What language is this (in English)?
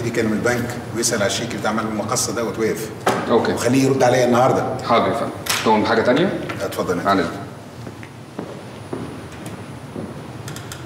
Egyptian Arabic